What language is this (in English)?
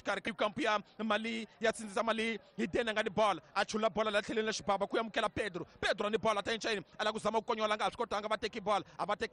Tsonga